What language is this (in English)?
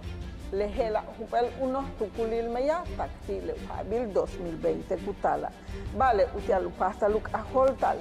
Yucateco